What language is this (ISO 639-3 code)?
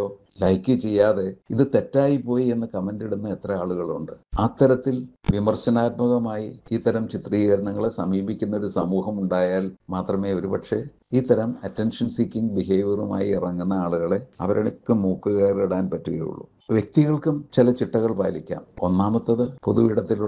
mal